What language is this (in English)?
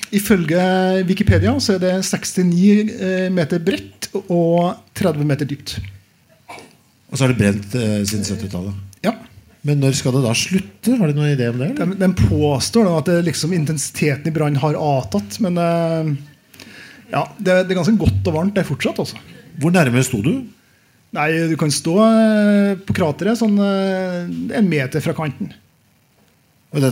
Norwegian